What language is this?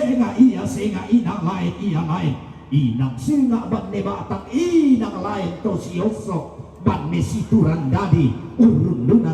Toraja-Sa'dan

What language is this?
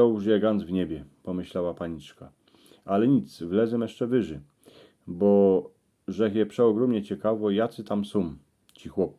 Silesian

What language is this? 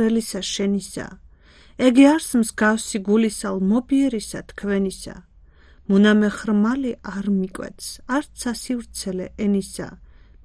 Georgian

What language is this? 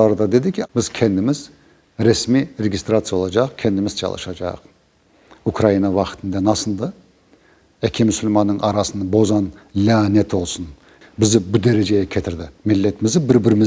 Crimean Tatar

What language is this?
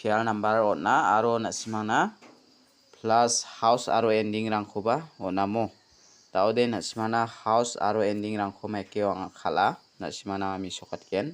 Garo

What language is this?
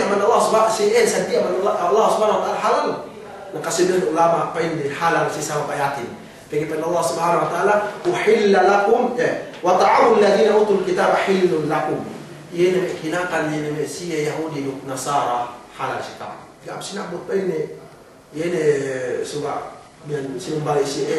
Yakan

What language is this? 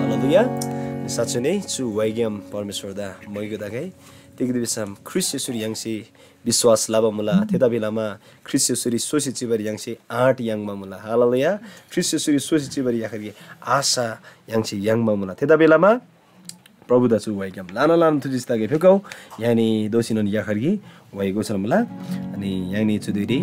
Eastern Tamang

